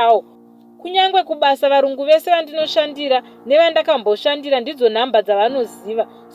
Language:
Shona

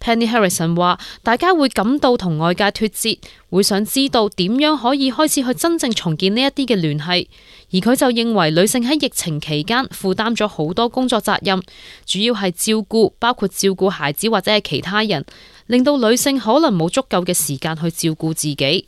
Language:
Cantonese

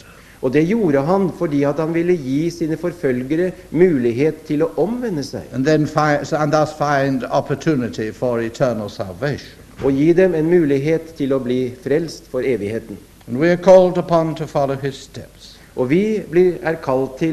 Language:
Norwegian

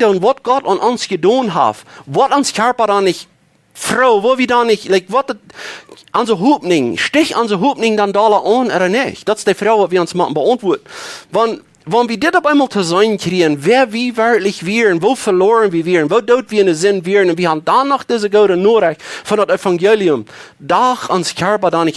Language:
Plautdietsch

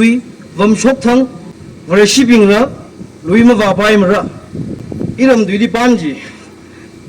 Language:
Tangkhul Naga (India)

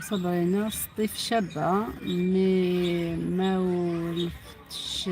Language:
Algerian Arabic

